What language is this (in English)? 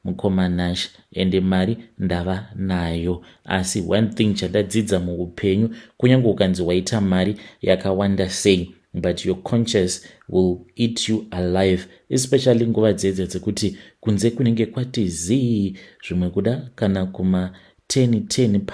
Shona